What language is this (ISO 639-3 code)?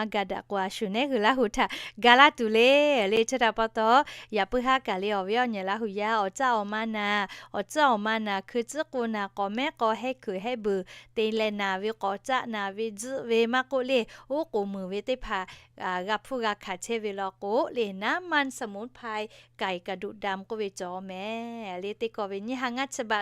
lhu